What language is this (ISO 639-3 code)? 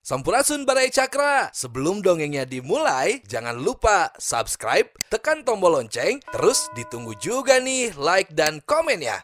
sun